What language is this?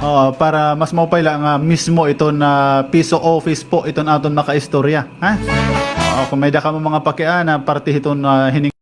Waray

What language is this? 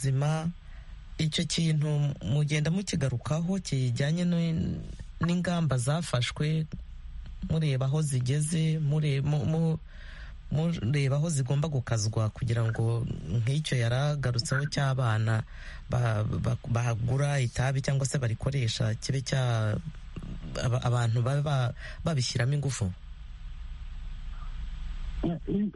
Kinyarwanda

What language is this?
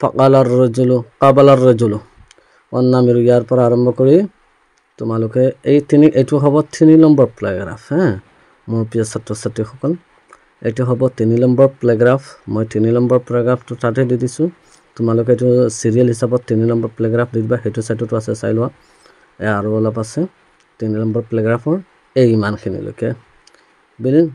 Assamese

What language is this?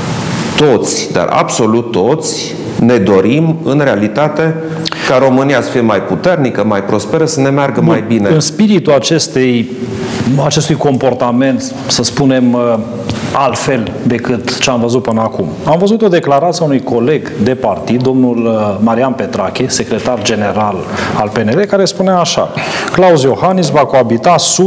Romanian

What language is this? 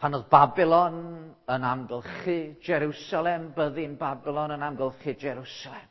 Welsh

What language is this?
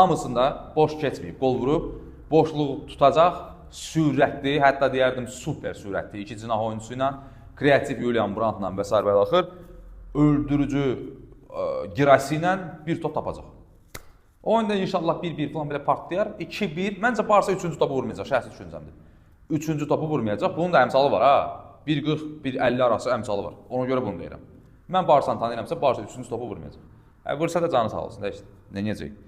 Azerbaijani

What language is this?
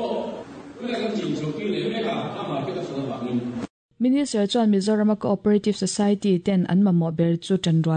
Mizo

